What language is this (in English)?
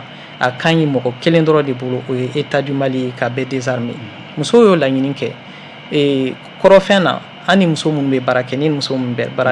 Bambara